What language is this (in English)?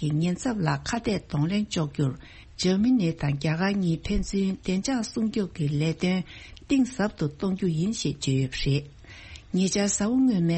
Tibetan